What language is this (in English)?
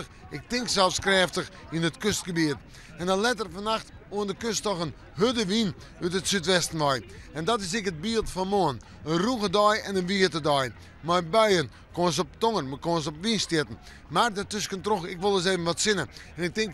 Western Frisian